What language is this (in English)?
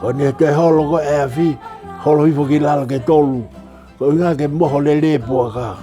Tongan